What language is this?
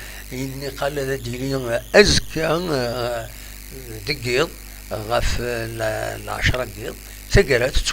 Kabyle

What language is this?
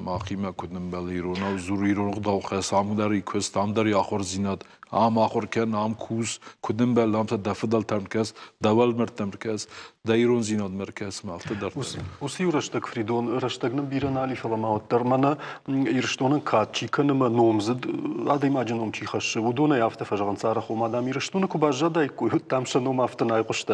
Ossetic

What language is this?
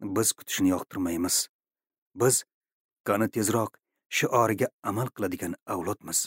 Uzbek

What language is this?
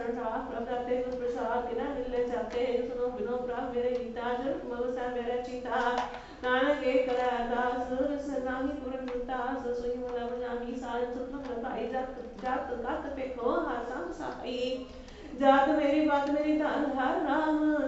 Punjabi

